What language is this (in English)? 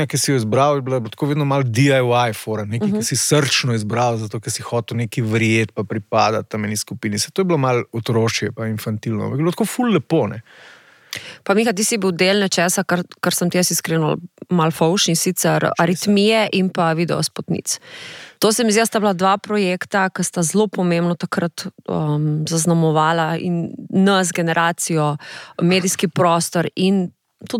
Slovenian